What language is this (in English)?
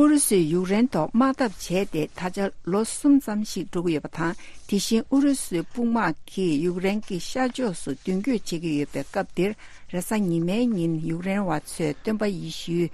Tibetan